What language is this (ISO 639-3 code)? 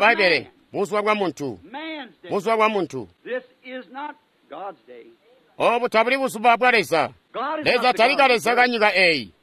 toi